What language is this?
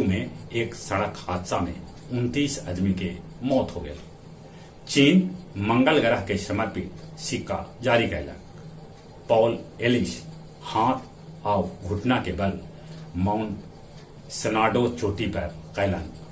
Magahi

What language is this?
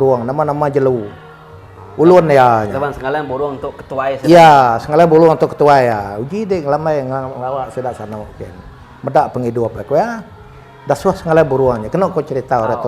Iban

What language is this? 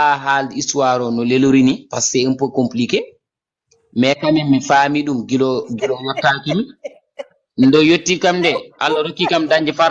Fula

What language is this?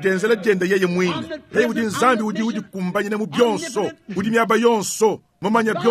Luba-Lulua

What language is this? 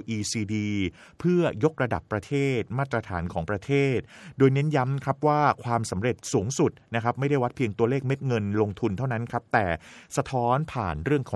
Thai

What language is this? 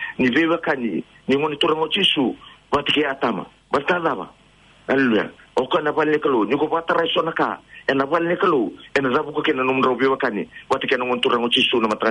Fijian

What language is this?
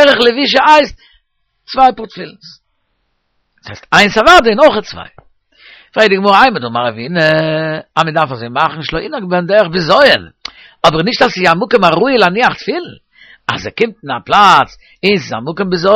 Yiddish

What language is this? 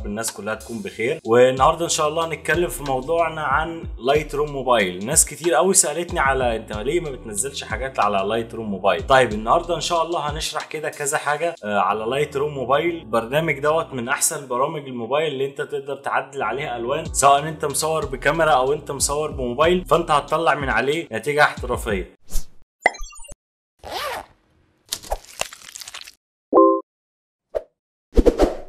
Egyptian Arabic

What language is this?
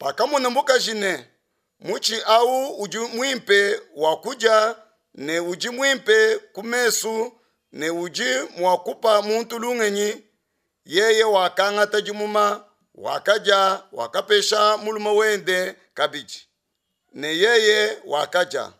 Luba-Lulua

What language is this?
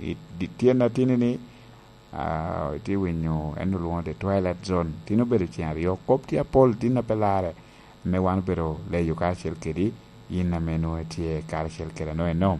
Lango (Uganda)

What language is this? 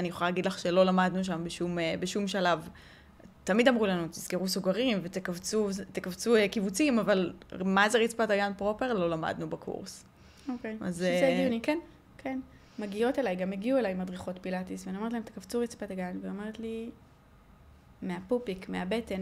Hebrew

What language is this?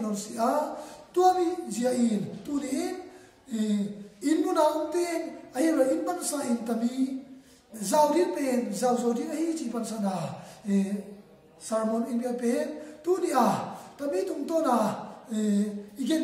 Tedim Chin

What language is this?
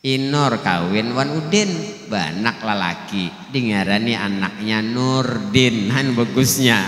Banjar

